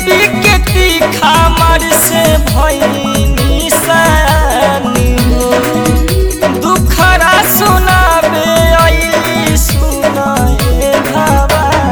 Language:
Bhojpuri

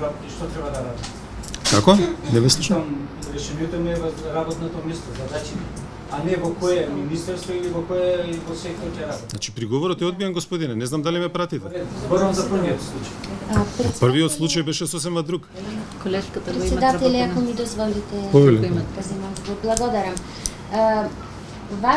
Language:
Macedonian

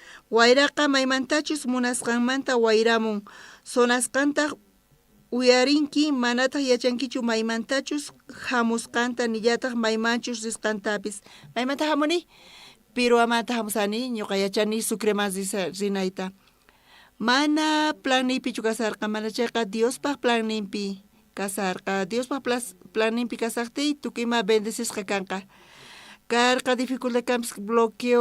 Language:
South Bolivian Quechua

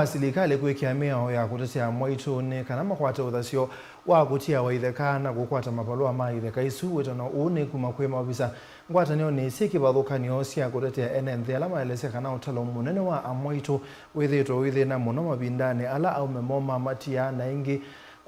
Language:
Kamba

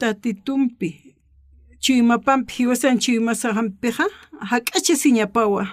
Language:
Aymara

